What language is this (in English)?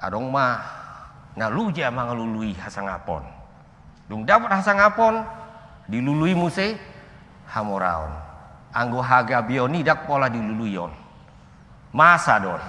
Batak Toba